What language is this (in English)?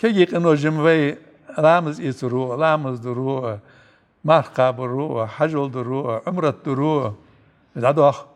Ingush